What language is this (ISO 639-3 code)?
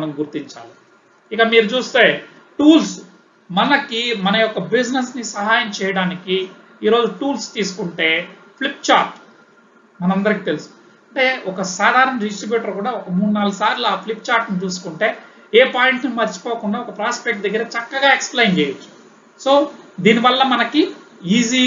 tel